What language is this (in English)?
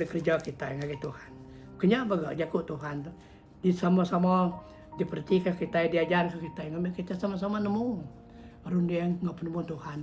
Iban